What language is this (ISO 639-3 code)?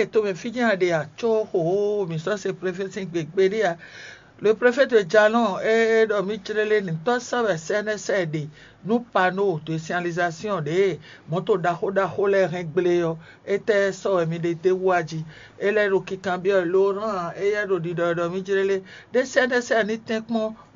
fon